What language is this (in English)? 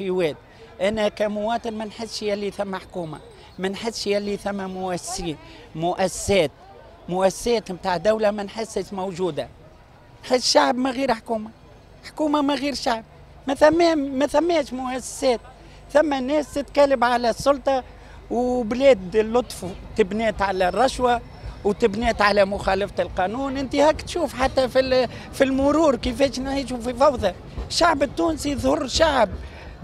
Tunisian Arabic